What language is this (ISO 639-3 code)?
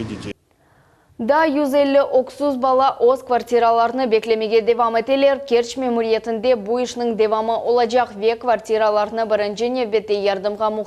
crh